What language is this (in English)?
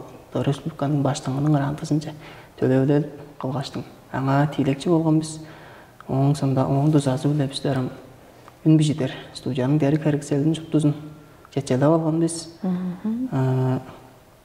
Tuvinian